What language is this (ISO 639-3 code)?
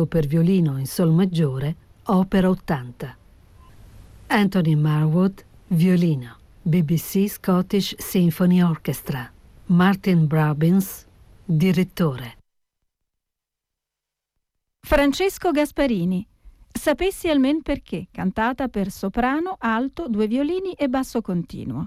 ita